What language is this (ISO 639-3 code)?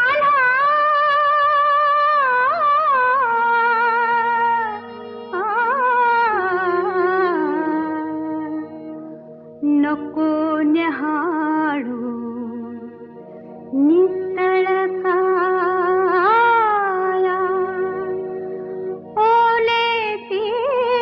mar